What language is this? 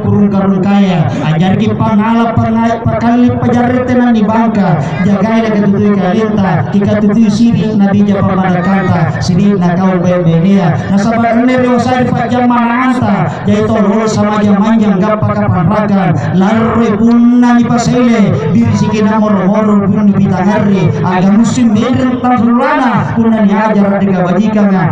Makasar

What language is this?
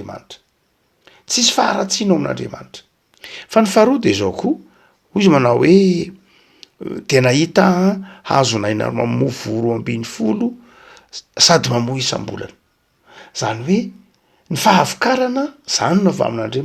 Malagasy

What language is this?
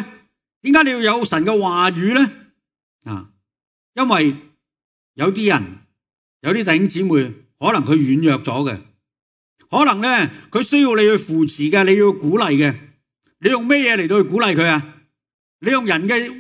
Cantonese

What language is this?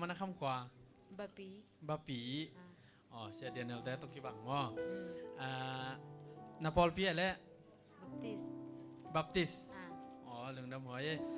Tedim Chin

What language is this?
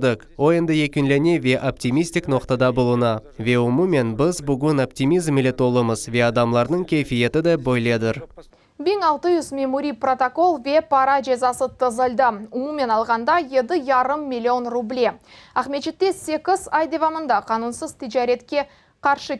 Crimean Tatar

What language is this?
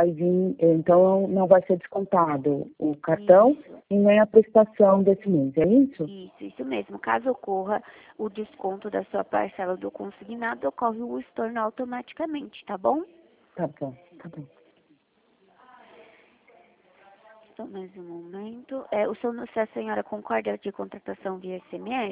Portuguese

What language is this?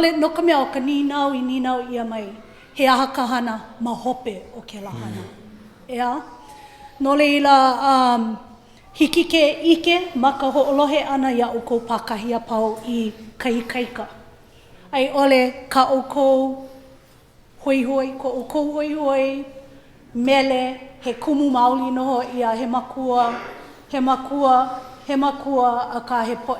Hawaiian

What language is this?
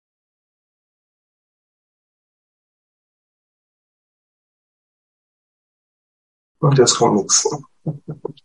German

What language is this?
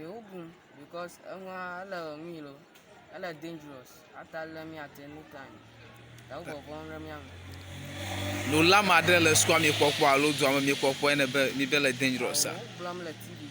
Ewe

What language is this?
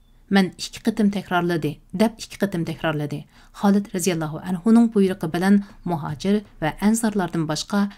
Uyghur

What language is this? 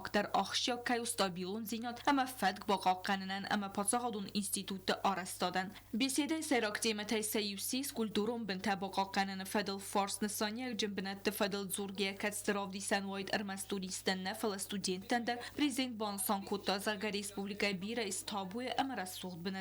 Ossetic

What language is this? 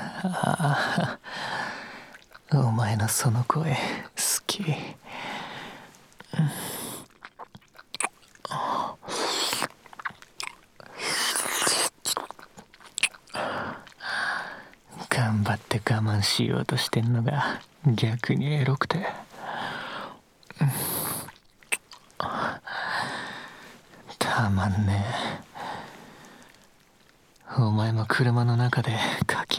Japanese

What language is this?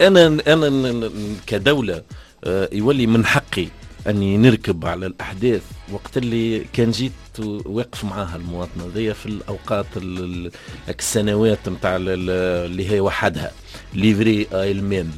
Tunisian Arabic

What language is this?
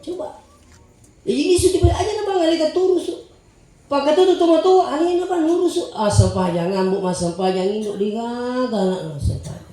Buginese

